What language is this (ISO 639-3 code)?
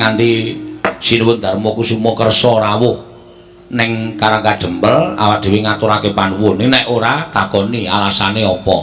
jav